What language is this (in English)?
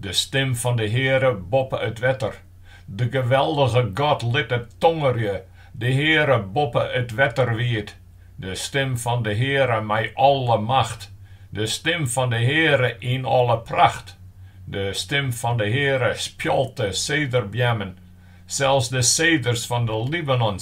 Western Frisian